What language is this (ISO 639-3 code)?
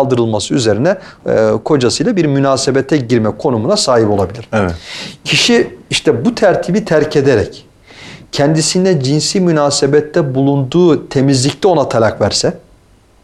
tur